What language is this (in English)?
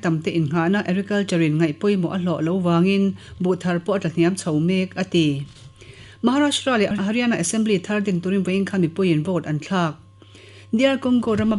Mizo